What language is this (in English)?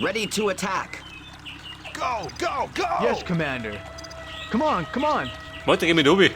Bavarian